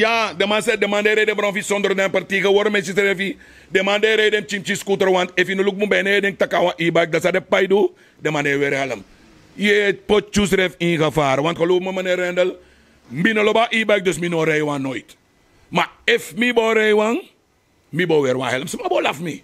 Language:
Sranan Tongo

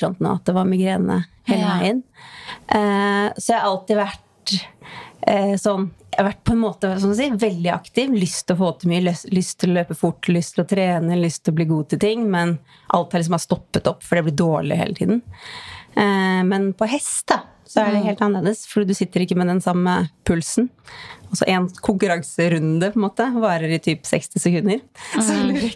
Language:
Norwegian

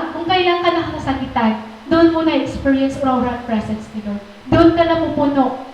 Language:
Waray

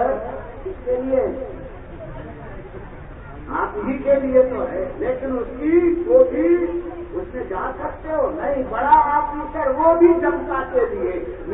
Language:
Urdu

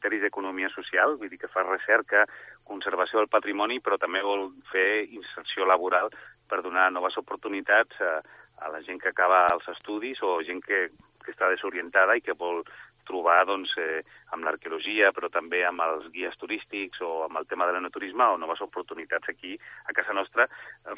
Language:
Catalan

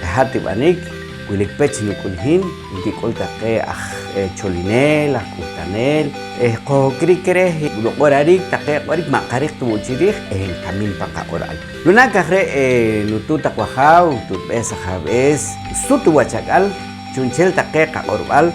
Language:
Poqomchi'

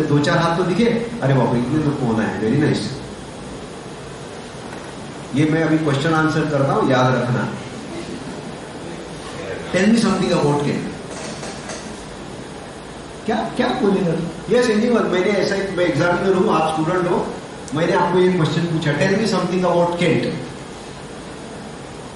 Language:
Hindi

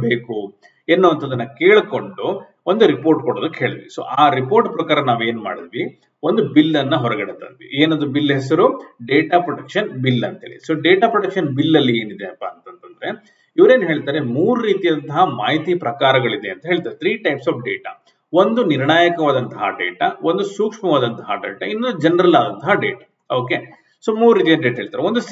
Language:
Kannada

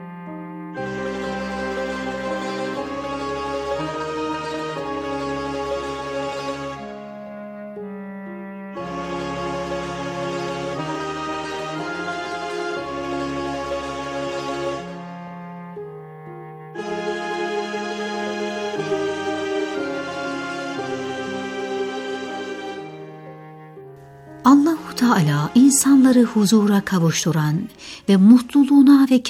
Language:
Turkish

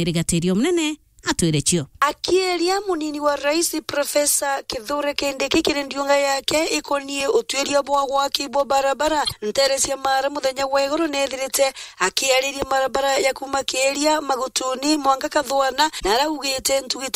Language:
Meru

